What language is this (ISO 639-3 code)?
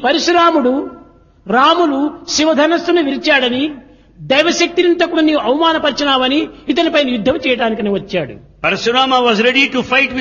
tel